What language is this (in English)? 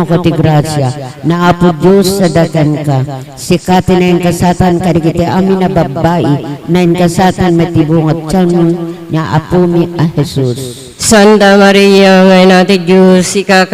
Iloko